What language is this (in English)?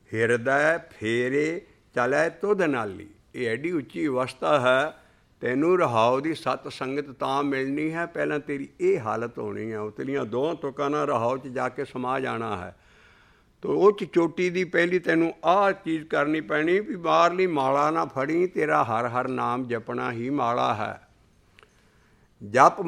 Punjabi